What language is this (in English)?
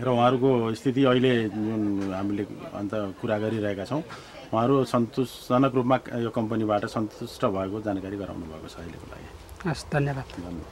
Nepali